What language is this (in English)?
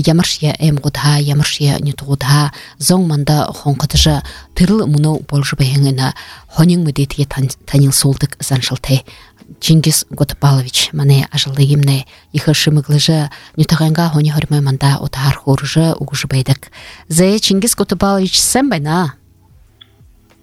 Buriat